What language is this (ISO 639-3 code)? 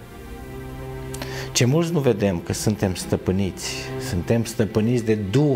ron